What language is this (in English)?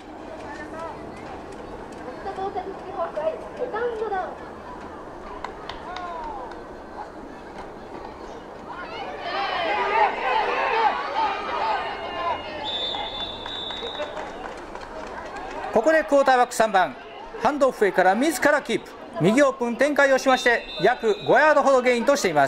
Japanese